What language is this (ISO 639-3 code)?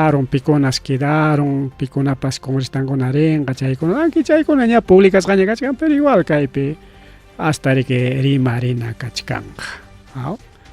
quy